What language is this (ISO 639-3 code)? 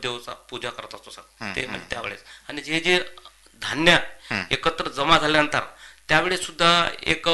mar